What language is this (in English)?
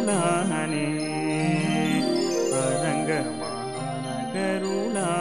Tamil